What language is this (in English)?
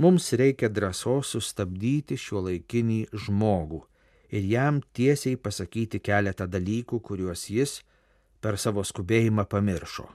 Lithuanian